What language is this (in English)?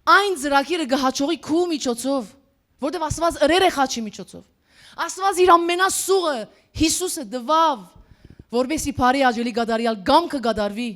Western Armenian